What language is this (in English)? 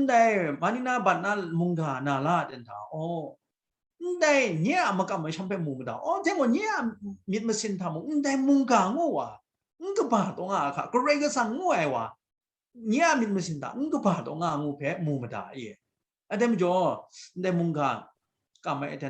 Kachin